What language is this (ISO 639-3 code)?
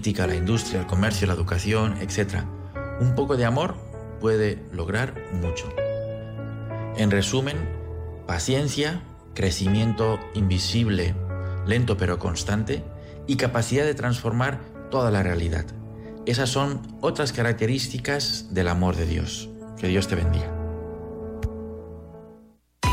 spa